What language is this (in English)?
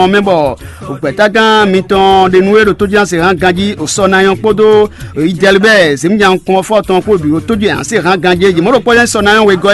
Fon